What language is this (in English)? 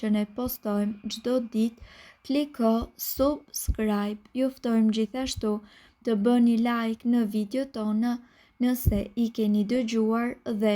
Albanian